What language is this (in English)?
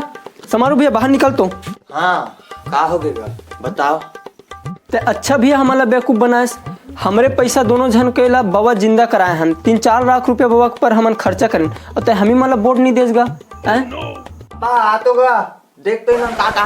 Chhattisgarhi